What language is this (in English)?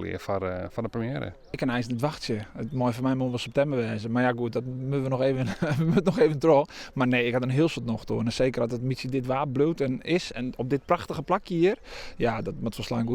Western Frisian